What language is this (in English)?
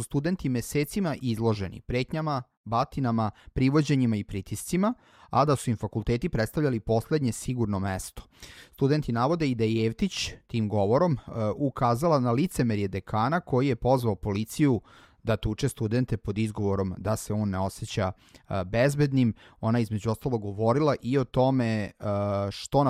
Serbian